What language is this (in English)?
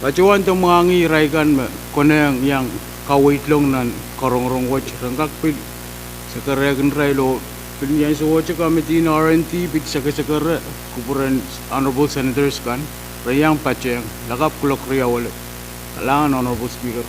Pohnpeian